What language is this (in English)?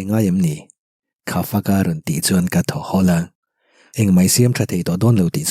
Mizo